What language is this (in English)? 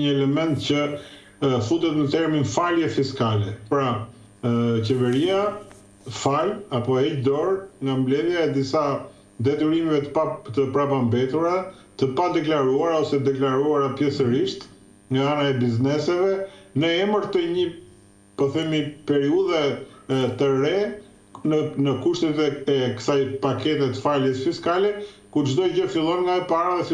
Albanian